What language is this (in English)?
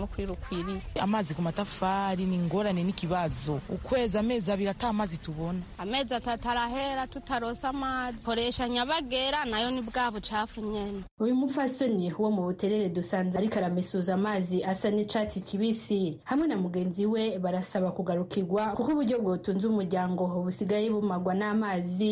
Rundi